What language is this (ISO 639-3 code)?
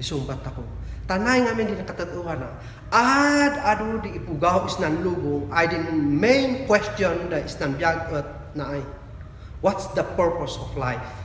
kne